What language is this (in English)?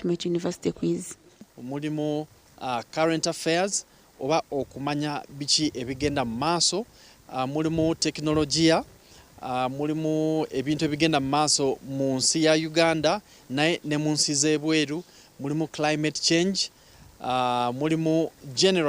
Nyankole